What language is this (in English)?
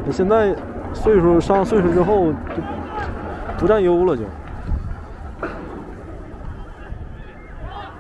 Chinese